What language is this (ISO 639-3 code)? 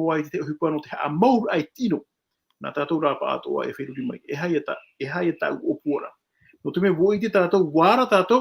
tah